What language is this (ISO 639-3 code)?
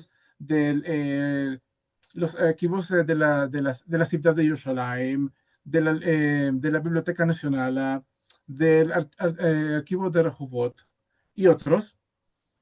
lad